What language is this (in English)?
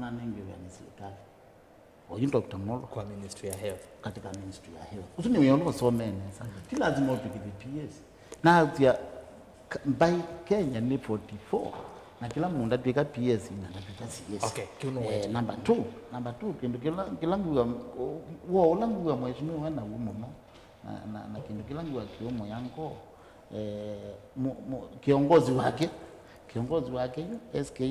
Kamba